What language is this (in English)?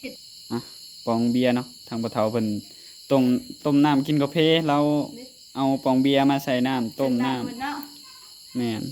Northeastern Thai